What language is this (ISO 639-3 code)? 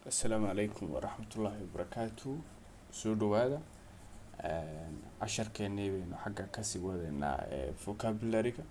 som